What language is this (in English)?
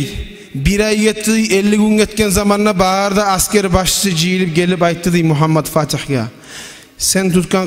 Kumyk